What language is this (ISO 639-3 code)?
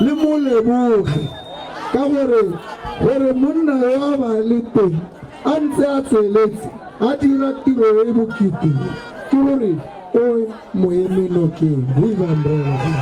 tsn